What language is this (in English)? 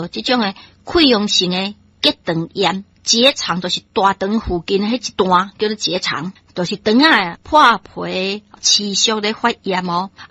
Min Nan Chinese